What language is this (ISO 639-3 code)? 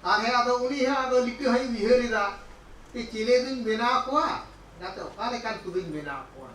sat